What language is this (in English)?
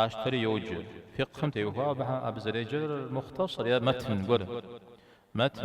Kabardian